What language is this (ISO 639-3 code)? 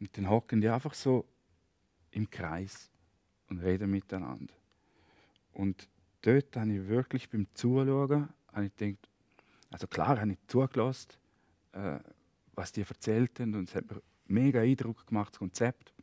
gsw